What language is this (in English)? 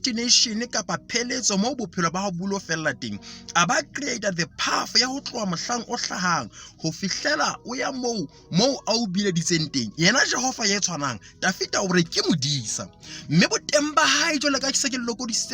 Southern Sotho